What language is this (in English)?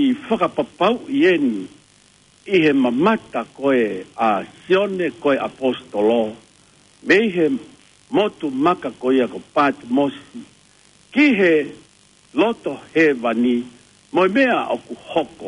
Tongan